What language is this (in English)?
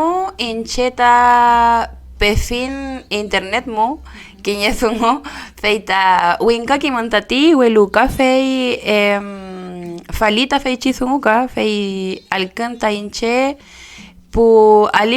Mapuche